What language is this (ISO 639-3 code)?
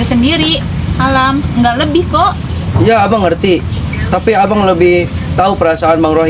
bew